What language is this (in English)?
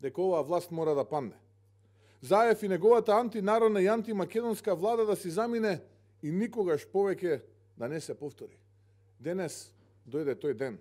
Macedonian